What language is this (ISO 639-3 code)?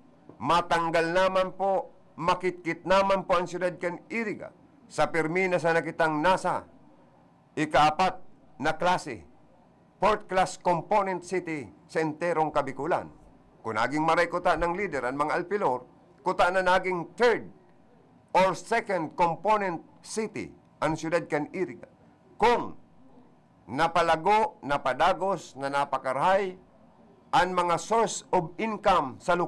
bik